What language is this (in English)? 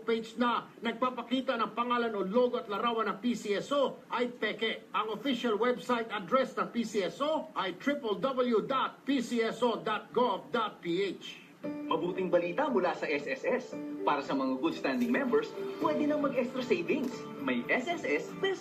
Filipino